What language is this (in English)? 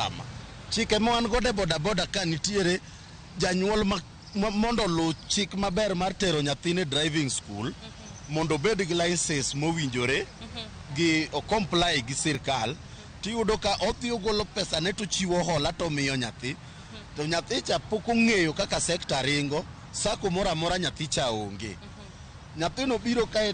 Luo (Kenya and Tanzania)